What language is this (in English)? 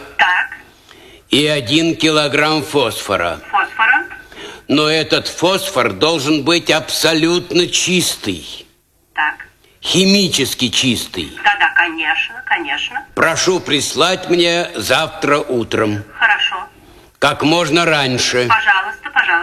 Russian